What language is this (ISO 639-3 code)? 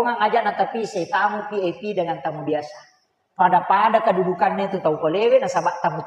bug